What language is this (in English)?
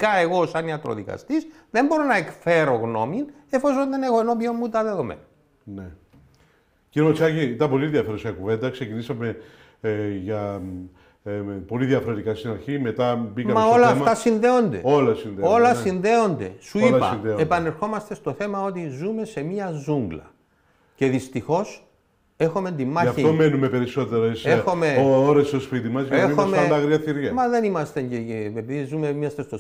Greek